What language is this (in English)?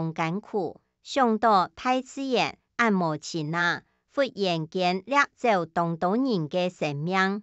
Hakka Chinese